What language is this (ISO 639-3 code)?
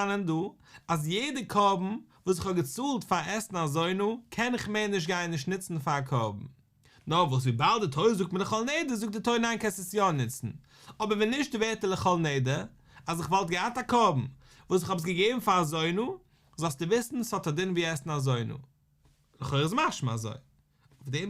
yid